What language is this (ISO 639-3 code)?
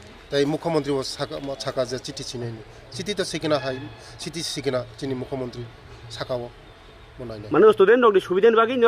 trp